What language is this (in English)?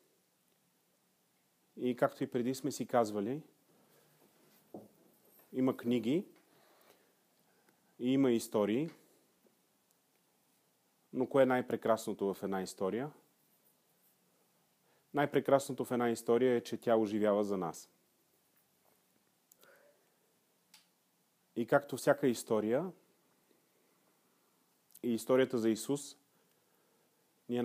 Bulgarian